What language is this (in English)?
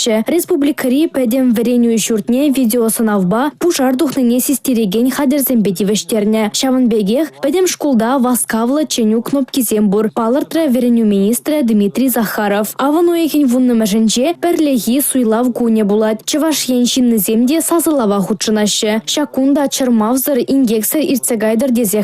Chuvash